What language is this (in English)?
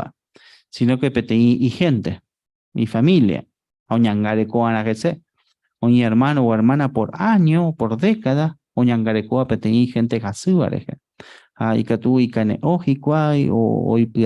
Guarani